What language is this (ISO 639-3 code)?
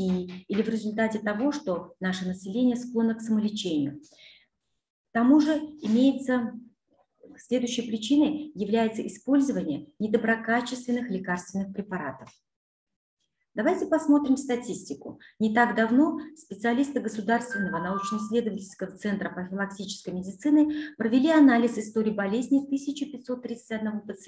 rus